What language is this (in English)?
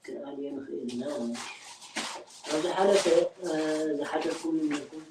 Tigrinya